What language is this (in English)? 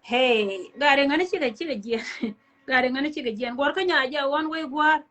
Nuer